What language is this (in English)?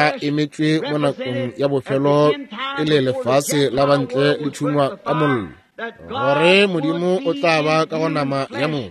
Northern Sotho